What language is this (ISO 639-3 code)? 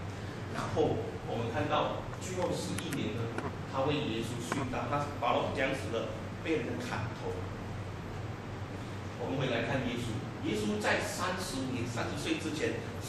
zho